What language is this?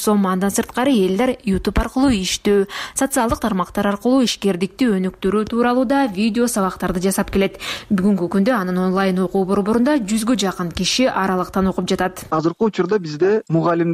Kyrgyz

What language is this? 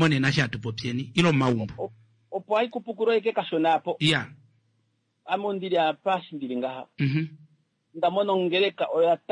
Kuanyama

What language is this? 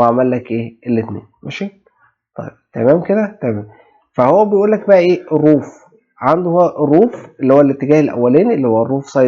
Egyptian Arabic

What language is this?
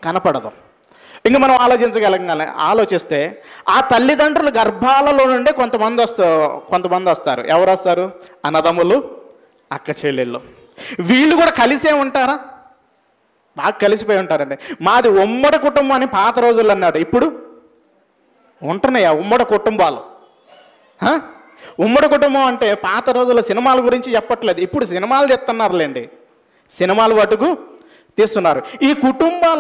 Telugu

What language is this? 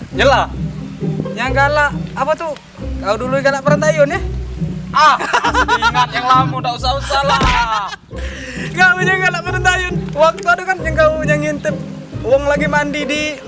Musi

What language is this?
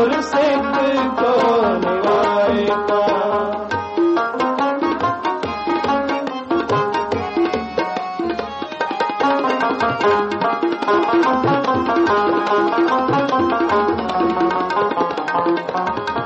Punjabi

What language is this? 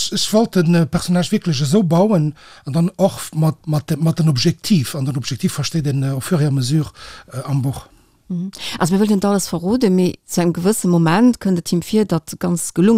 Luxembourgish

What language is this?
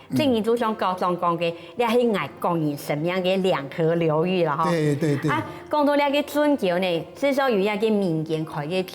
Hakka Chinese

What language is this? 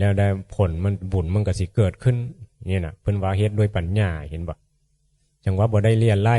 Northeastern Thai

